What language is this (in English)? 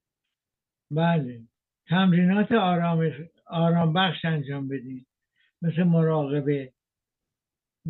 Persian